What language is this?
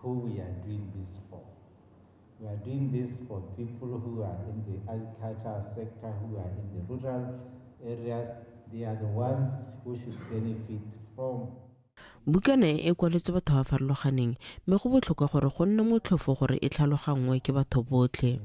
Tswana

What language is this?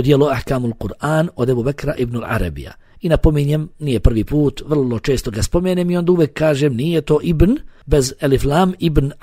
Bosnian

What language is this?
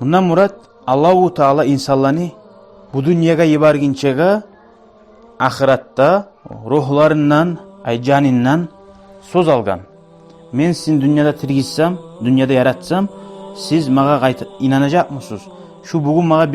Kumyk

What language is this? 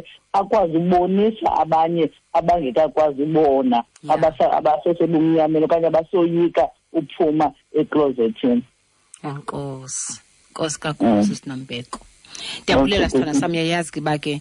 Xhosa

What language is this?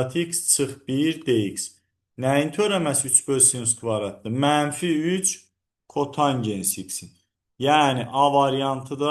Azerbaijani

